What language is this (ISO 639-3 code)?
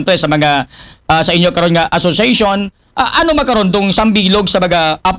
akl